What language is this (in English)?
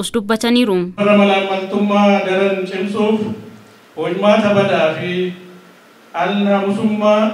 Oromo